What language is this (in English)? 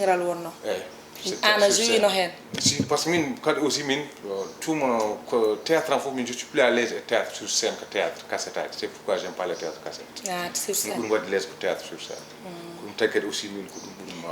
Fula